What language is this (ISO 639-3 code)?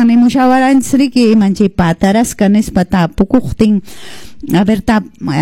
que